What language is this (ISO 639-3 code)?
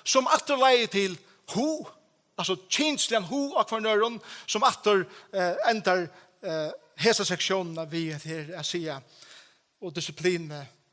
fao